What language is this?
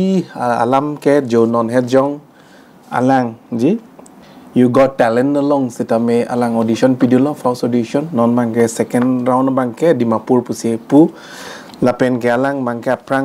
Karbi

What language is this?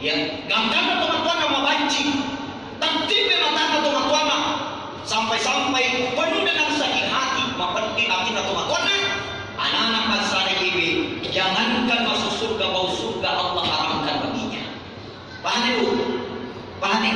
Buginese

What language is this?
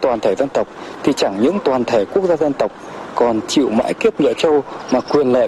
Vietnamese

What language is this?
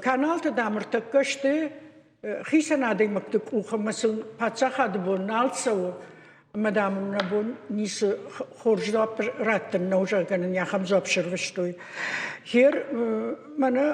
Ossetic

